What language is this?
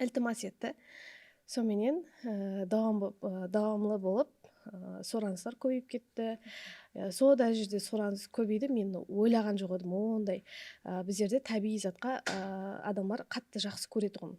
Kara-Kalpak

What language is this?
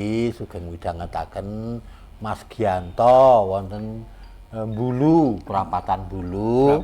Javanese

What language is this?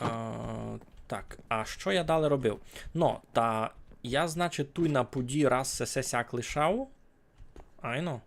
Rusyn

